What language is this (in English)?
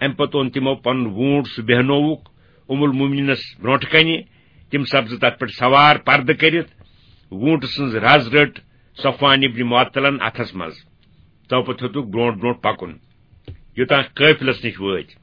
Kashmiri